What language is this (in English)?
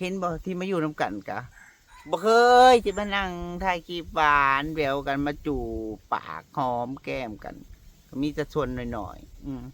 Northeastern Thai